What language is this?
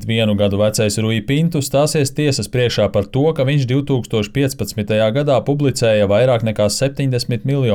Latvian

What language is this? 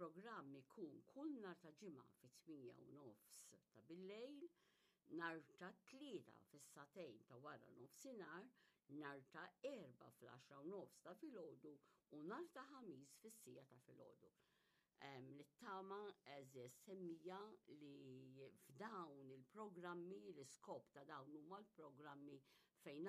Maltese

